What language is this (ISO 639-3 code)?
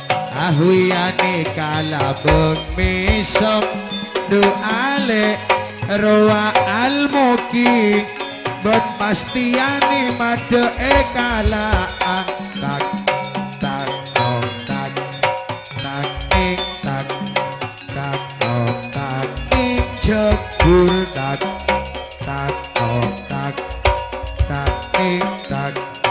mad